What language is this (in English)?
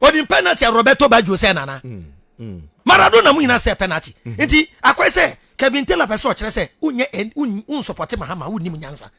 Akan